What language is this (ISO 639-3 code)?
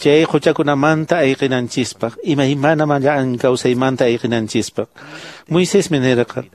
que